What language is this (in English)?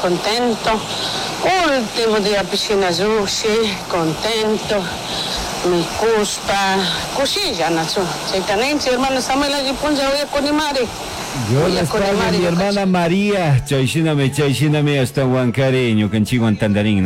Chimborazo Highland Quichua